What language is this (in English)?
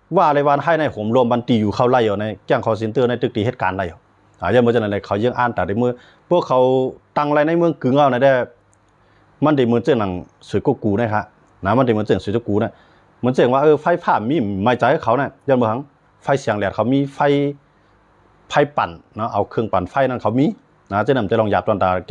Shan